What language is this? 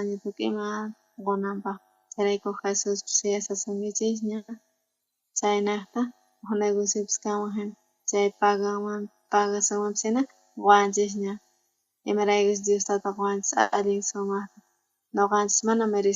South Bolivian Quechua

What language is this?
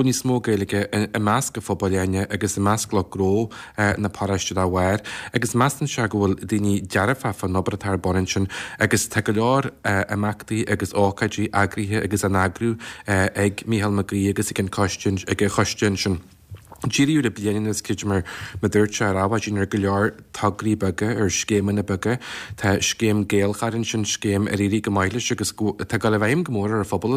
Irish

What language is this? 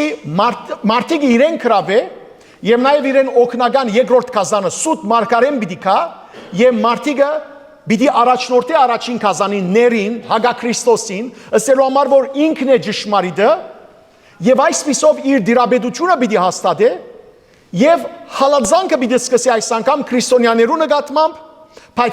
Western Armenian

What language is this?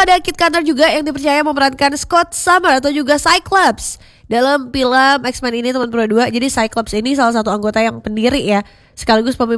Indonesian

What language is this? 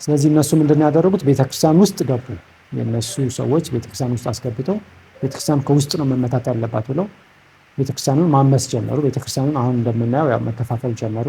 Amharic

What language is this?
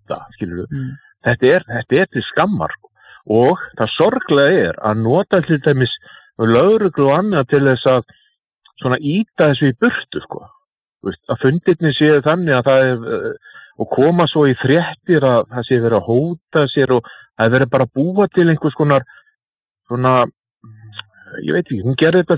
Icelandic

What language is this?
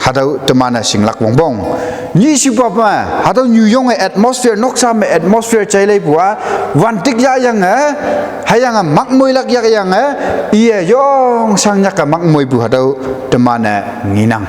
Konyak Naga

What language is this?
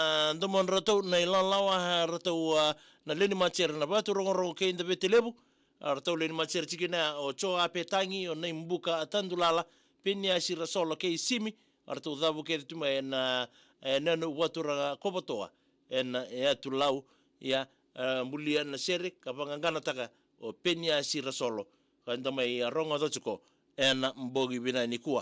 Fijian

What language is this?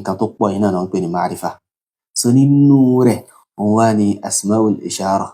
Yoruba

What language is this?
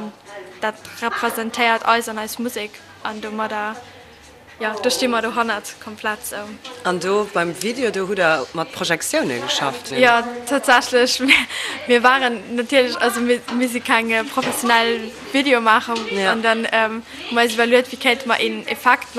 Luxembourgish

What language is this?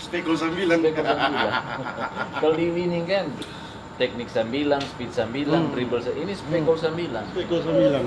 Manado Malay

